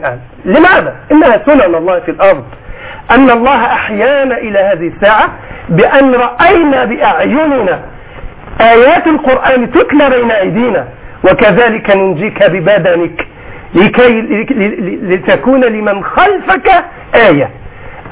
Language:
Arabic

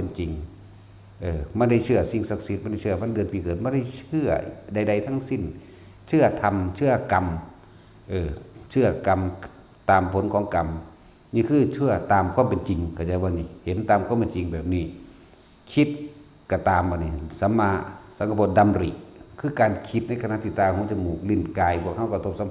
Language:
Northeastern Thai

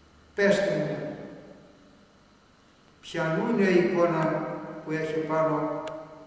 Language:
Greek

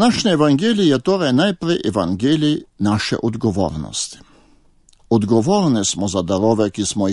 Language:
Slovenian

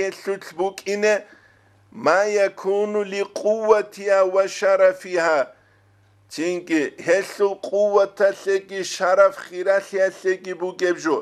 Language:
Avaric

